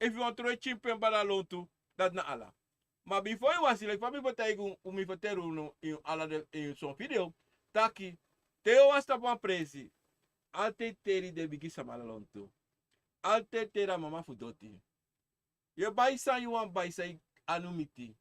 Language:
Sranan Tongo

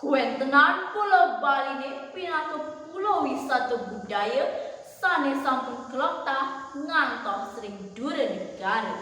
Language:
Balinese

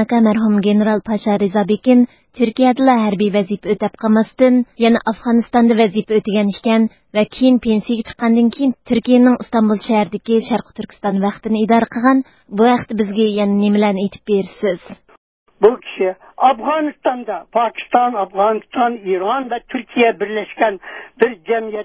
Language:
Uyghur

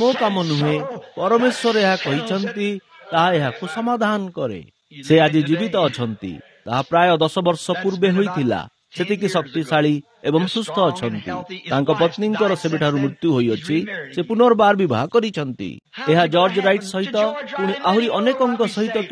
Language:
Odia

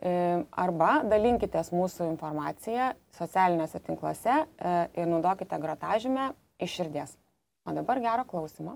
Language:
Lithuanian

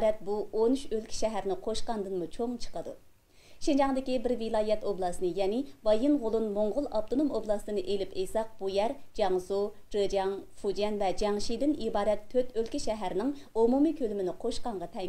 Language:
Uyghur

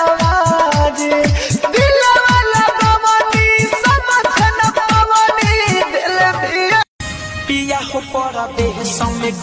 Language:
Bhojpuri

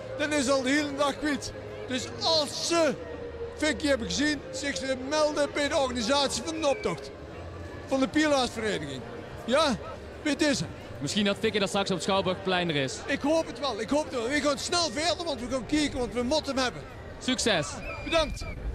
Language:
Limburgish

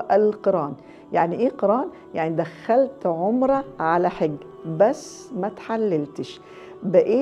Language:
Egyptian Arabic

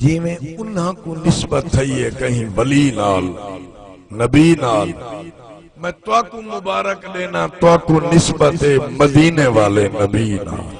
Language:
Saraiki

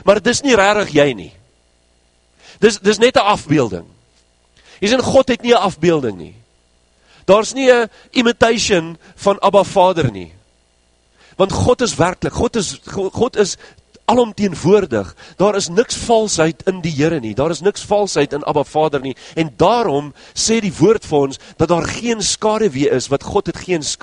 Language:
Afrikaans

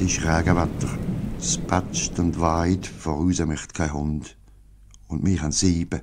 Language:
Swiss German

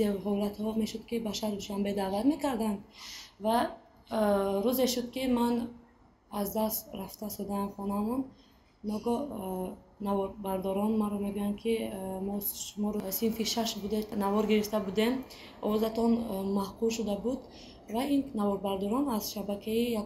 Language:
Tajik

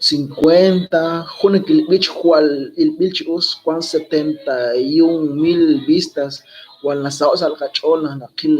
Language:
Kekchí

